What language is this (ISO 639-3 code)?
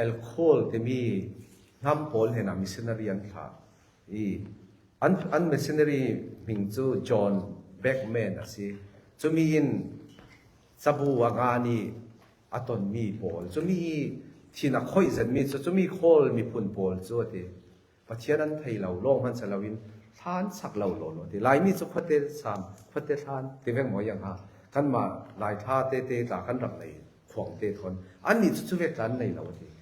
cfm